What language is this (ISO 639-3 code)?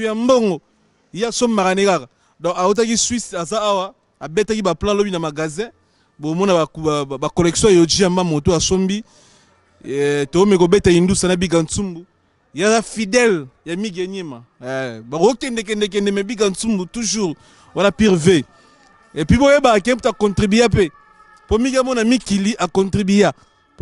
lin